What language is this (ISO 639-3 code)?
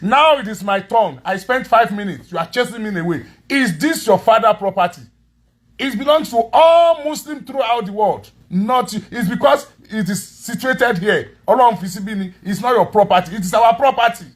yor